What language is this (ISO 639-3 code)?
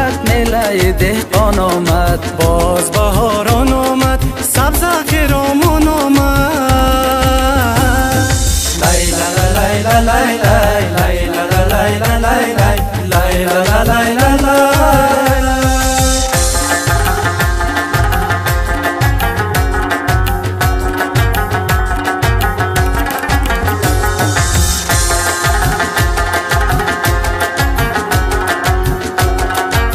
fas